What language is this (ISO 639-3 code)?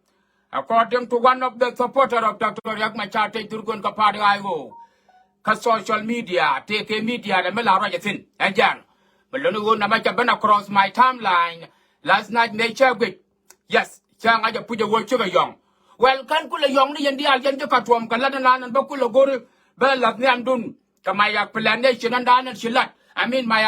nus